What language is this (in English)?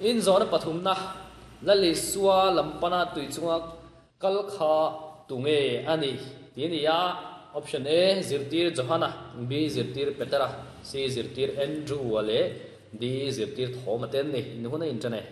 Mizo